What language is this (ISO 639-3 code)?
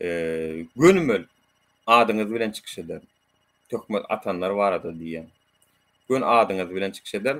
tuk